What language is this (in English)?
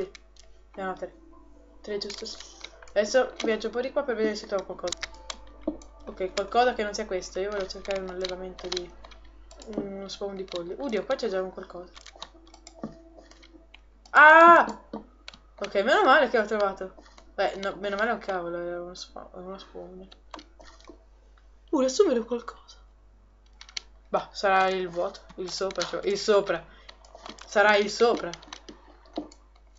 Italian